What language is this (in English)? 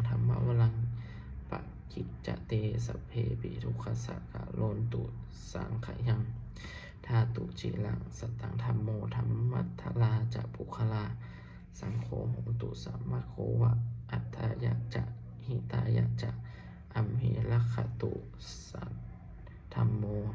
Pali